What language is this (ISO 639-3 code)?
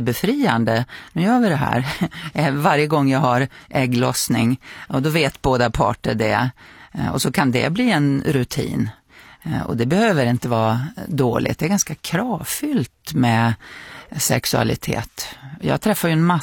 swe